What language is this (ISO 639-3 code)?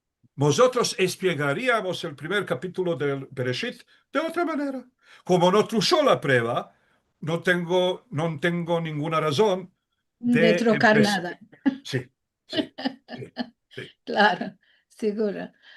lad